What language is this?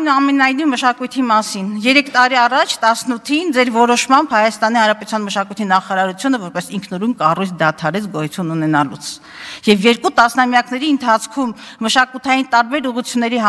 Armenian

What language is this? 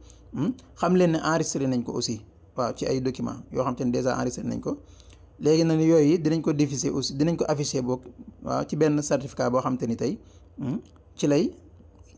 Wolof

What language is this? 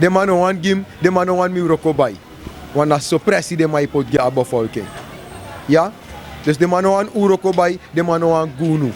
Sranan Tongo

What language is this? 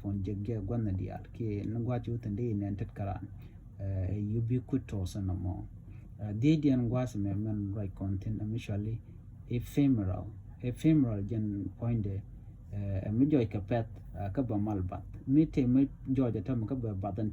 Nuer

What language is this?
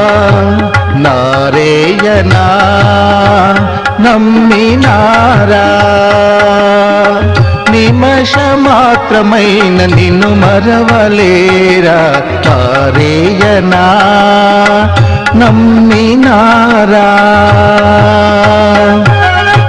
Telugu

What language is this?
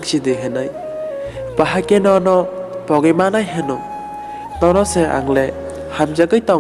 Kok Borok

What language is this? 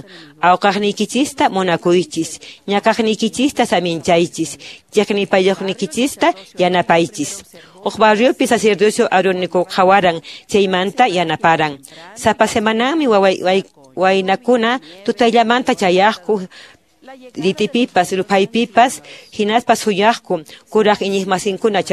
Quechua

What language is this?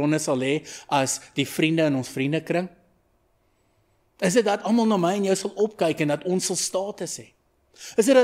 Afrikaans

